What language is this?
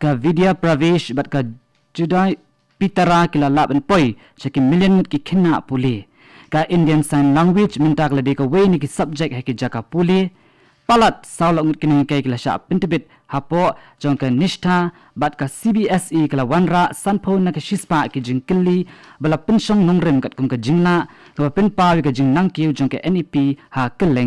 Khasi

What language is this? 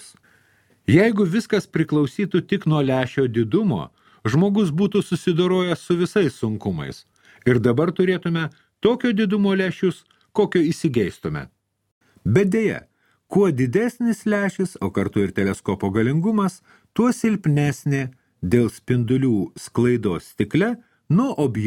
Lithuanian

